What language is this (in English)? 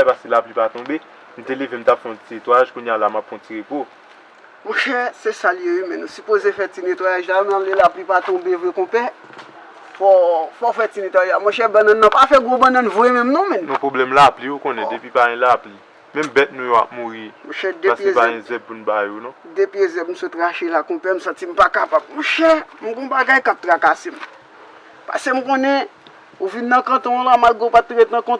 Haitian Creole